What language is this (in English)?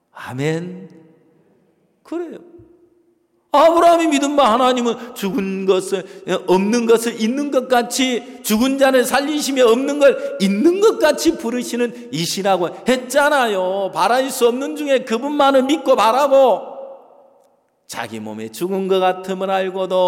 Korean